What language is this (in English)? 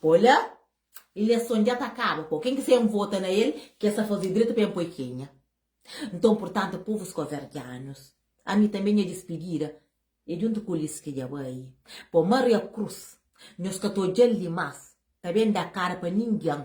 Kabuverdianu